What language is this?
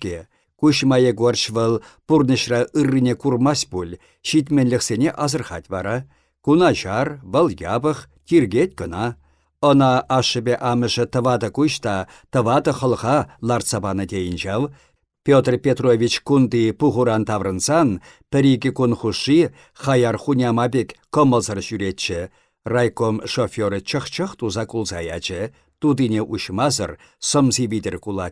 Chuvash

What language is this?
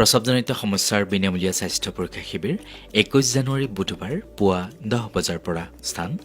Assamese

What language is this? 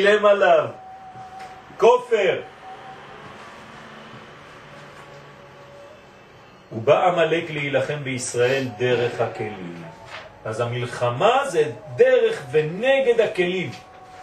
Hebrew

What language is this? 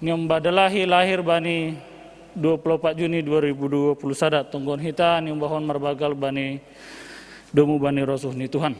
Batak Simalungun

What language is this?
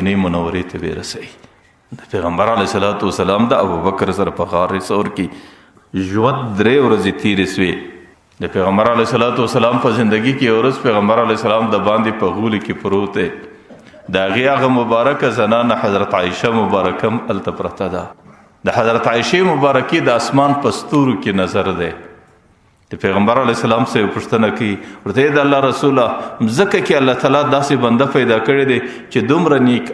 Pashto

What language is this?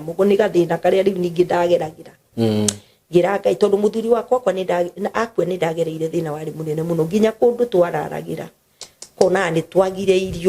Kikuyu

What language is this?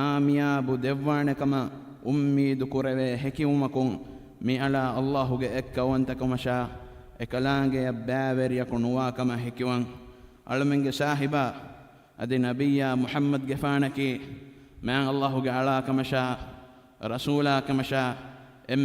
Divehi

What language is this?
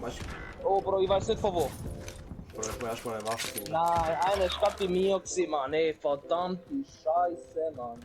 Swiss German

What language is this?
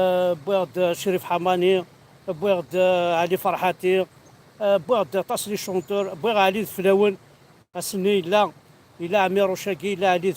Kabyle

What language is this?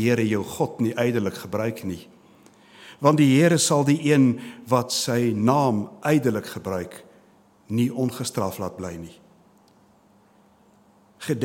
Afrikaans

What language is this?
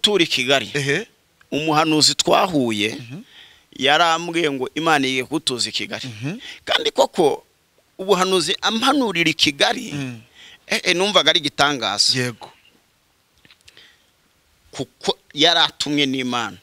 Kinyarwanda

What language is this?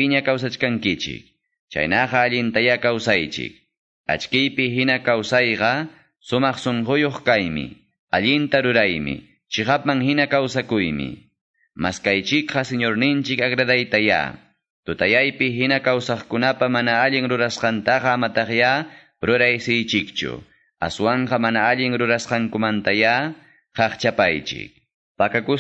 Quechua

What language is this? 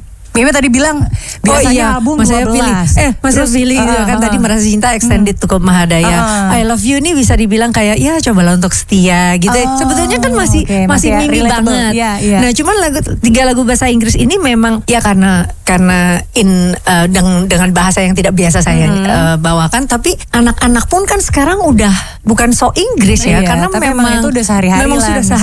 Indonesian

